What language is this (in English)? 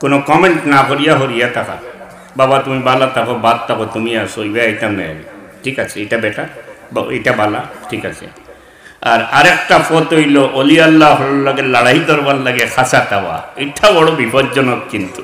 Sylheti